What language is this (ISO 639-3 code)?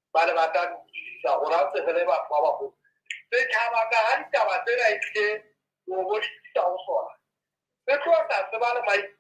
sot